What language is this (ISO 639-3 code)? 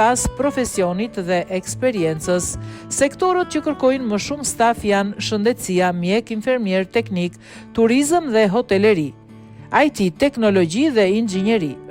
sqi